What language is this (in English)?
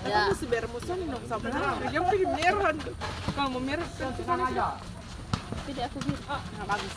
Ambonese Malay